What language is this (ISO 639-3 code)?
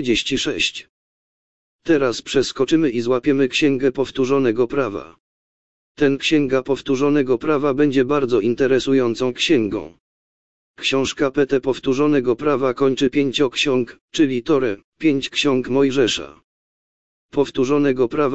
pol